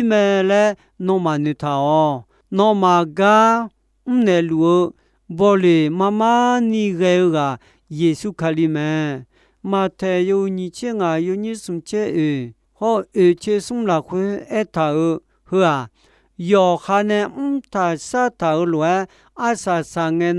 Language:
Akha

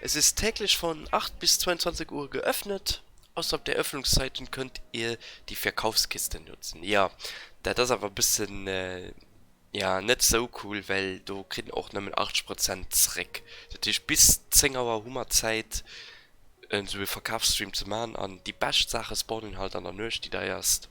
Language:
Luxembourgish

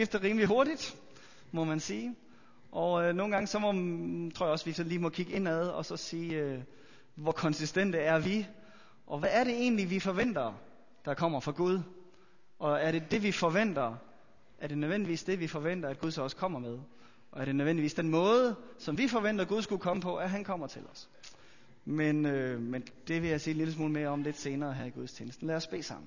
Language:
Danish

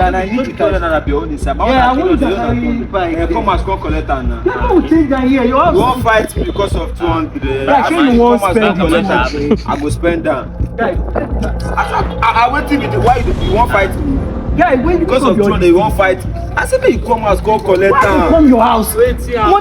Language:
Nigerian Pidgin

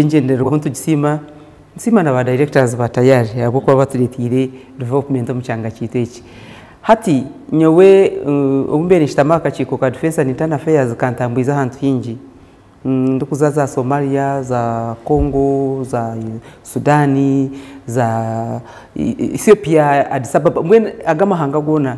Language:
Nyankole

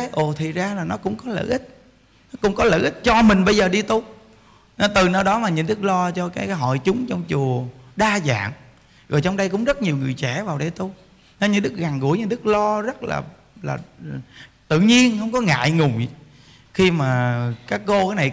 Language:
Vietnamese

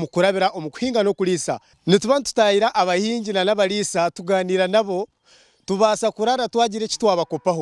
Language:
Nyankole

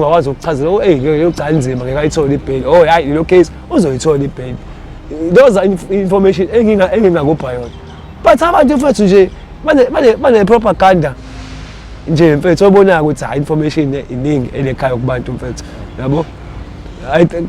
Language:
Zulu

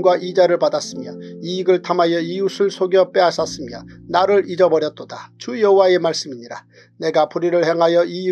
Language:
Korean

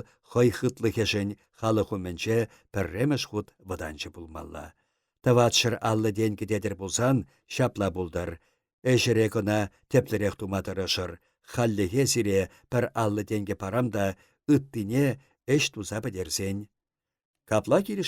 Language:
Chuvash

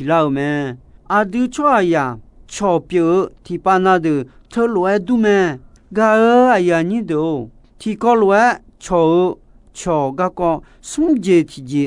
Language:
Akha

